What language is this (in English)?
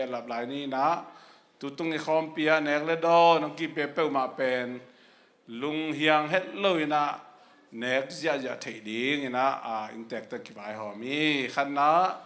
Tedim Chin